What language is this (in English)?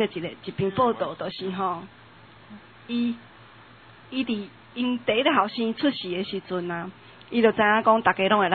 Min Nan Chinese